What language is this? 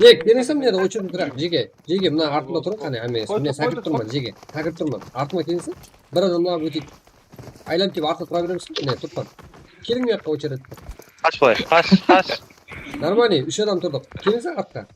Kara-Kalpak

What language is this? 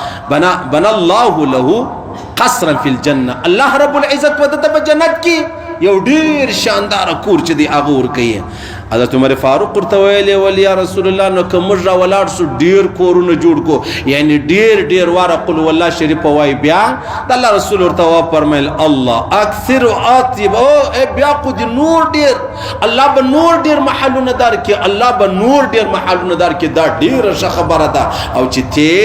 Pashto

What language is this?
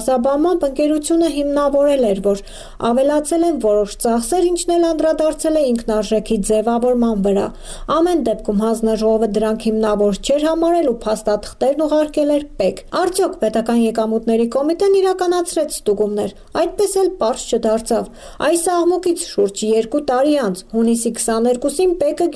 Armenian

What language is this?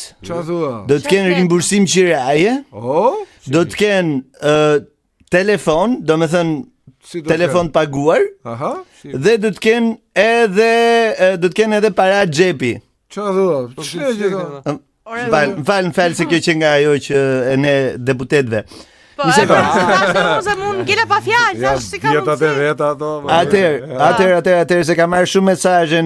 Albanian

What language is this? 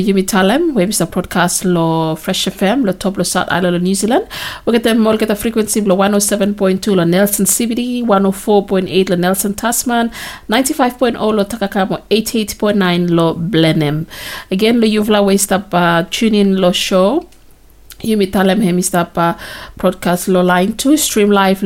Bislama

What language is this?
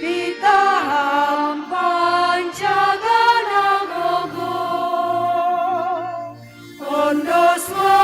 Batak Simalungun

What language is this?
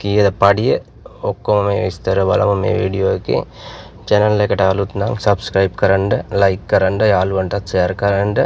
Sinhala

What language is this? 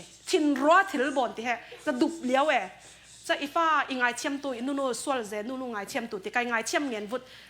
Falam Chin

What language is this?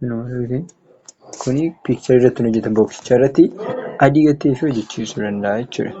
Oromo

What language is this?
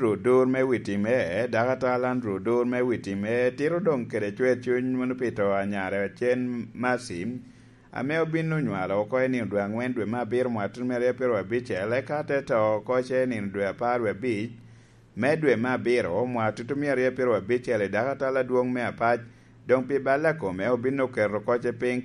Lango (Uganda)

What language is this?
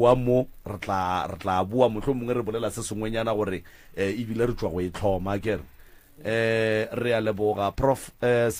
Northern Sotho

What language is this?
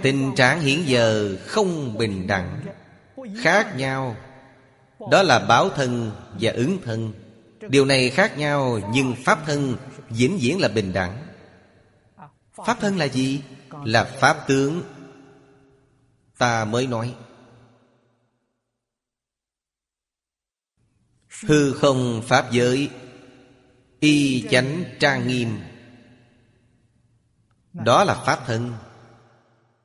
Vietnamese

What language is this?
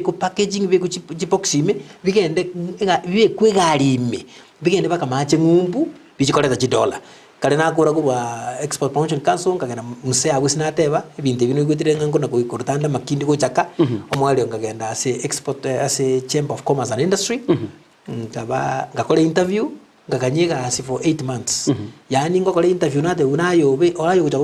Gusii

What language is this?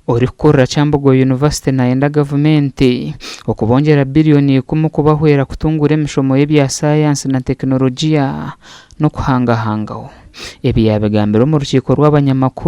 Nyankole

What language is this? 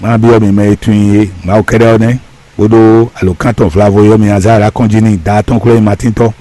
Fon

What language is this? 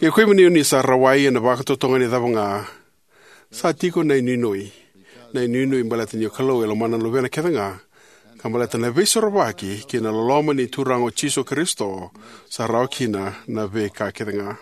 Fijian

